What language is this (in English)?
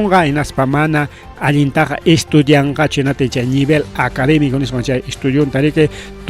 Ayacucho Quechua